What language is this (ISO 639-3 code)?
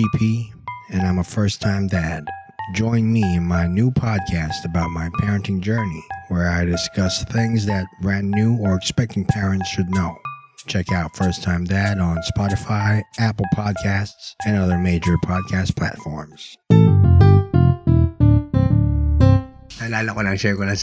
fil